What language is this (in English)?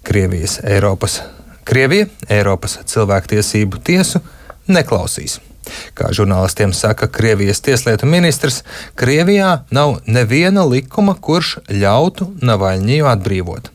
Latvian